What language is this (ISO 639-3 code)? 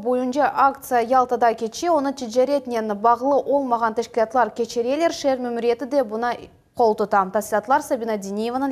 crh